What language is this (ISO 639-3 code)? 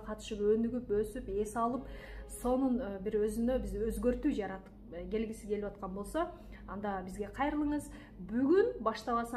kir